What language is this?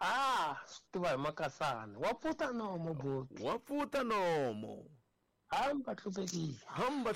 Tsonga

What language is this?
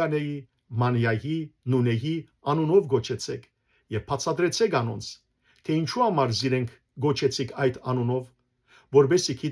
Western Armenian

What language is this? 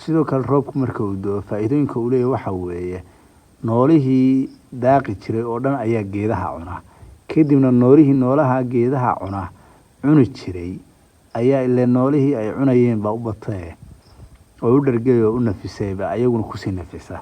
Somali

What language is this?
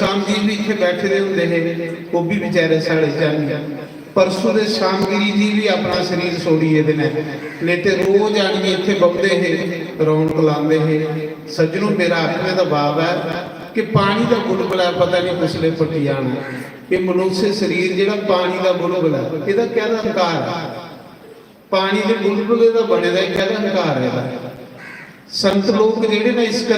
Dogri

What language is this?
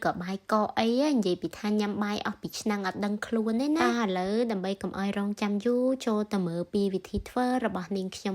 Khmer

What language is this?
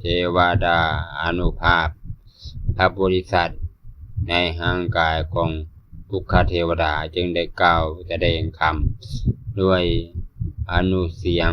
Lao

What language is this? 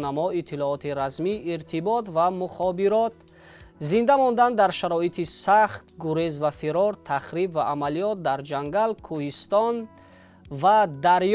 Tajik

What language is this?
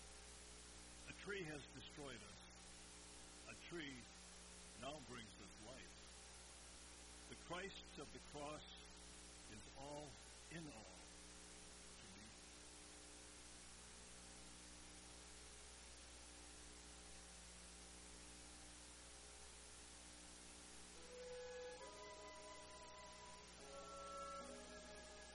English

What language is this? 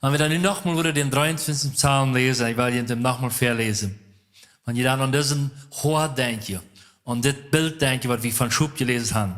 Plautdietsch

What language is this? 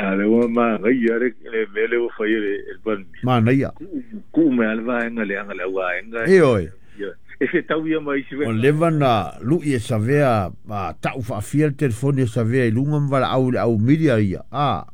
Samoan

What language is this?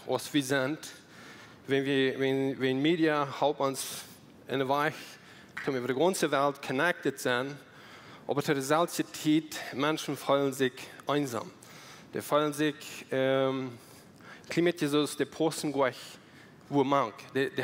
Plautdietsch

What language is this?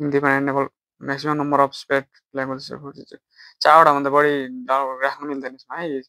Nepali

